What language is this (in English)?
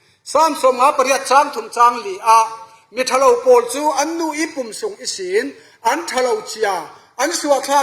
Falam Chin